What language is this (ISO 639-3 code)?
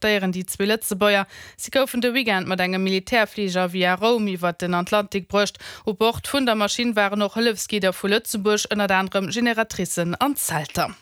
ltz